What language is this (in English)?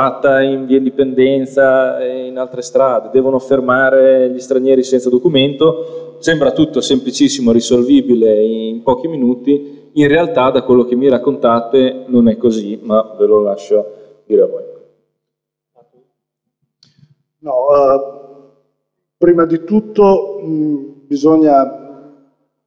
Italian